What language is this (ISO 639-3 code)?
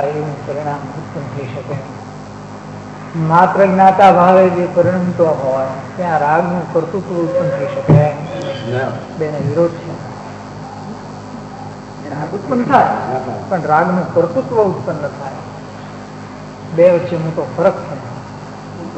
guj